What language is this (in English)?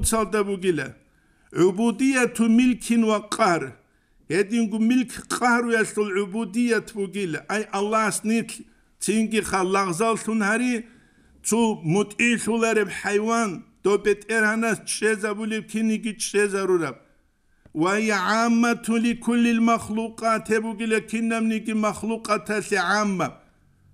Avaric